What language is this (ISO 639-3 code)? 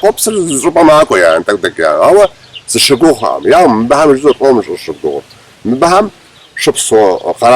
kbd